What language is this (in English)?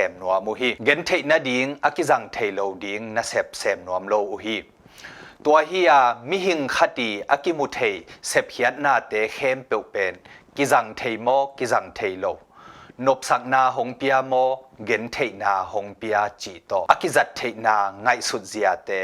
Tedim Chin